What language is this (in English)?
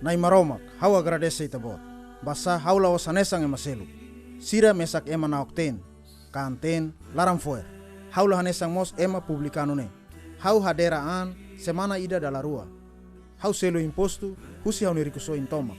Tetum